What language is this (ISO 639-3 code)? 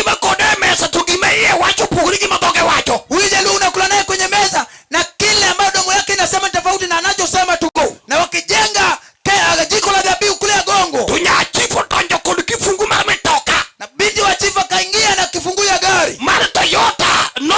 luo